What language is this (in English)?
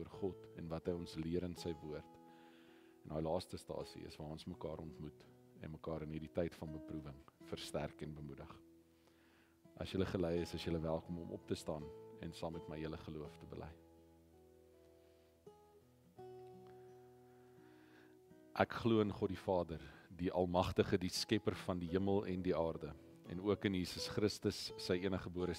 Afrikaans